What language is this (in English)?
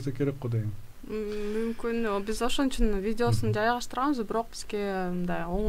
Kyrgyz